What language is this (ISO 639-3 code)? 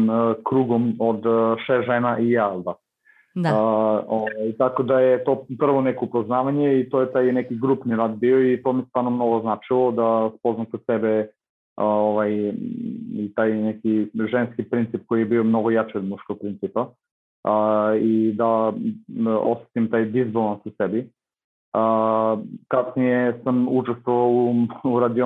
srp